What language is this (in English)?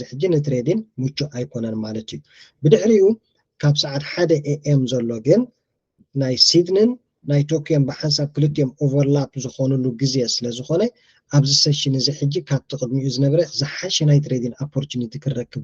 Tigrinya